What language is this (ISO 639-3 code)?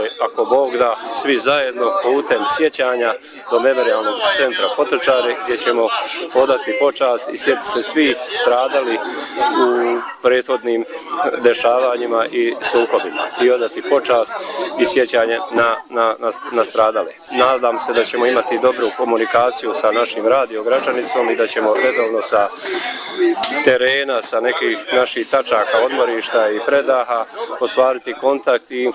bos